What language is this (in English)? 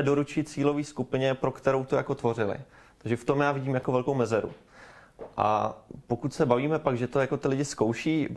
Czech